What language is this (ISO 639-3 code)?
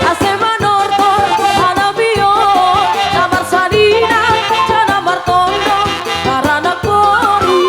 bts